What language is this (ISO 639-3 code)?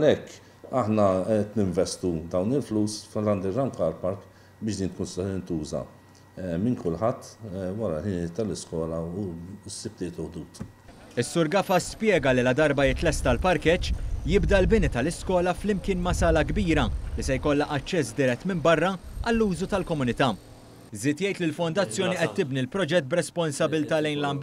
mlt